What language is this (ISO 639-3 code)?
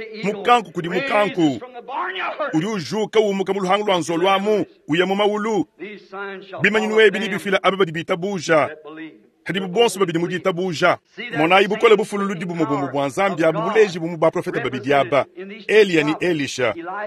lua